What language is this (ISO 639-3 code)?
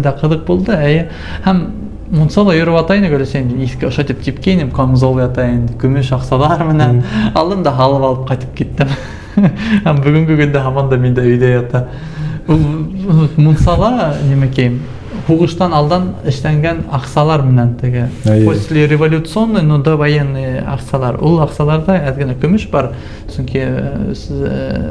bak